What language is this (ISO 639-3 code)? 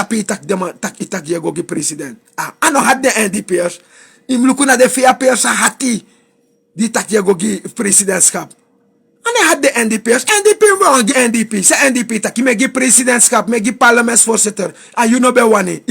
srn